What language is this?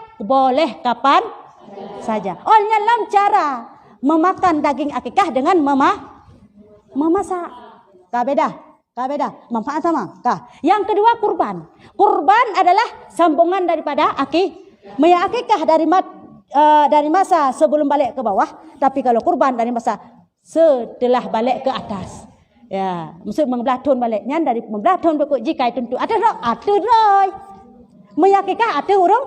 Achinese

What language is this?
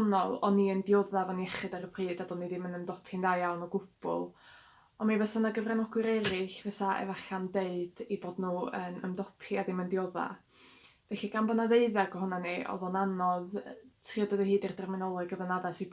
Welsh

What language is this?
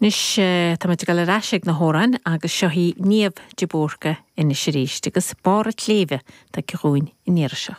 Irish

